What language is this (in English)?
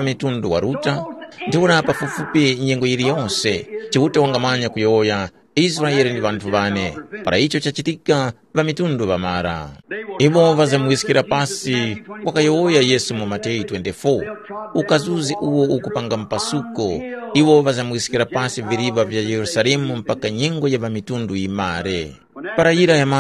Tumbuka